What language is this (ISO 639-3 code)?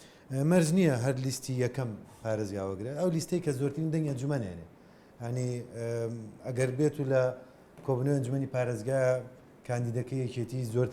ckb